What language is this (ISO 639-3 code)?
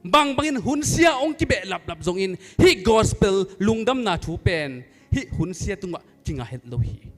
ctd